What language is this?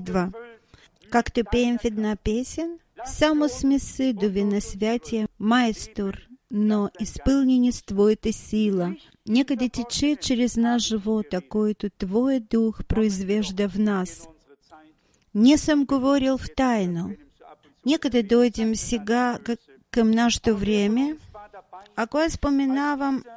Bulgarian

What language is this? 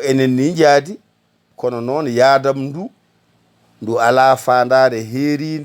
Fula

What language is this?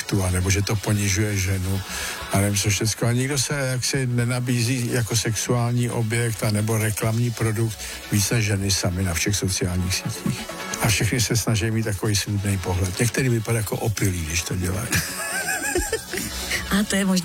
Czech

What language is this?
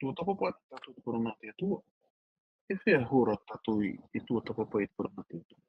Tahitian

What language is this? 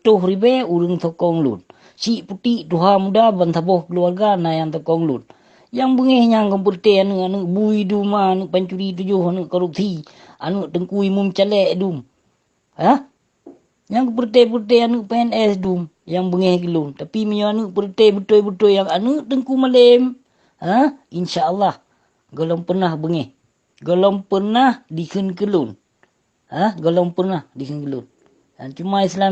Achinese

